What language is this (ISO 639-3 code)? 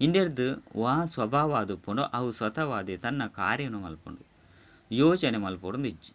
tcy